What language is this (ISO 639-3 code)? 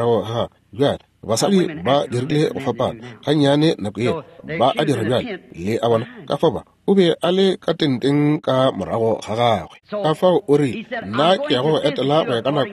nso